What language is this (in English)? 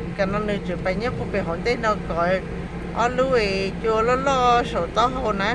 Hmong